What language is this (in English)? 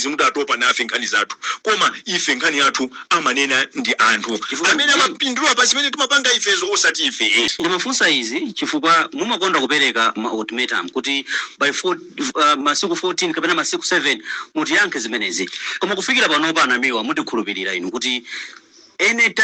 Nyanja